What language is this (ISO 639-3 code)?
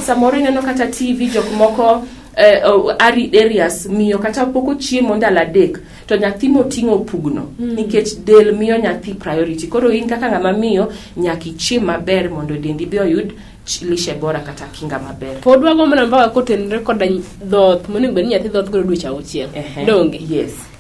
luo